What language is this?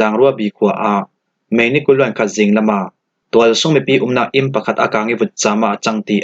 Falam Chin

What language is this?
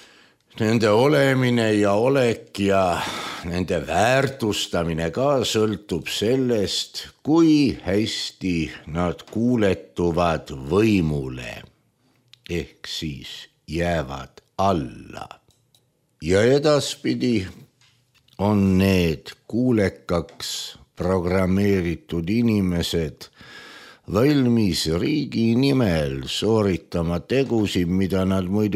Estonian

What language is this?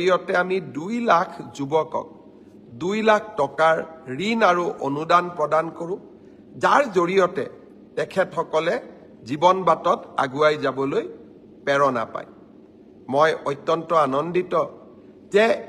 Assamese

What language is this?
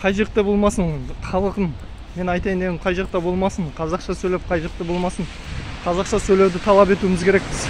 Kazakh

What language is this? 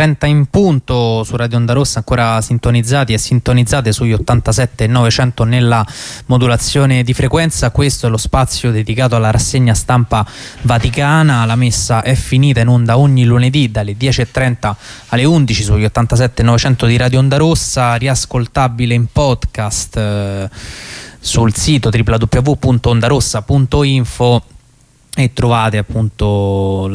Italian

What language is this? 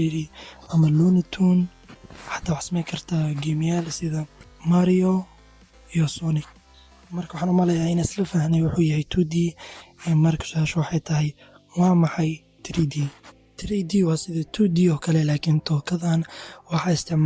Somali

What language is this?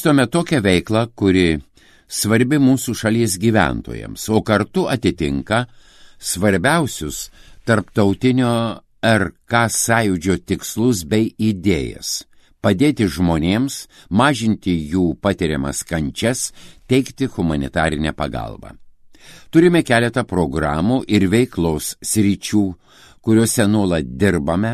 Lithuanian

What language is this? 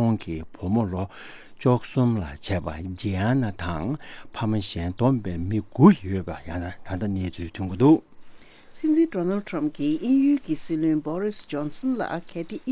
Tibetan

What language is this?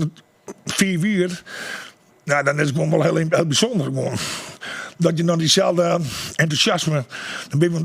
Western Frisian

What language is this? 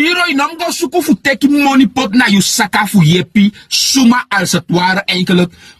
Sranan Tongo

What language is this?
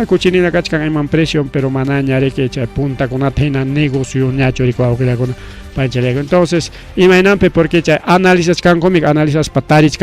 Ayacucho Quechua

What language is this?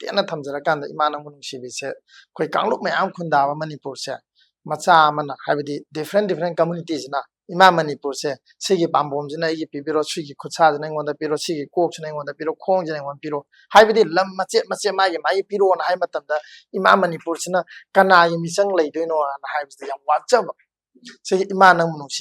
Manipuri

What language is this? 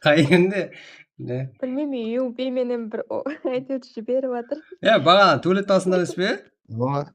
Kara-Kalpak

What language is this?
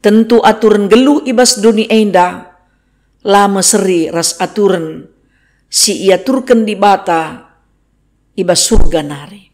Batak Karo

